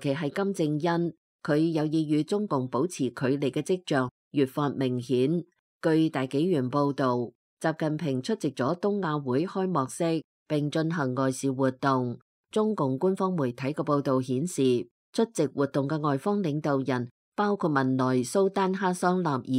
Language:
Cantonese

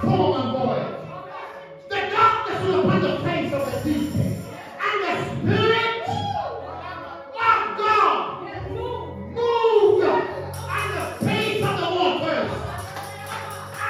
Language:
English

